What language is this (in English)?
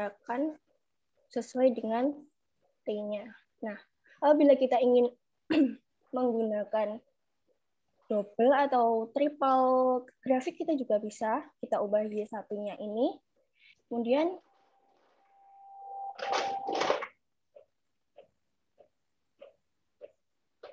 Indonesian